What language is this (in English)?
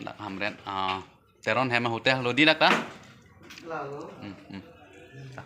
Karbi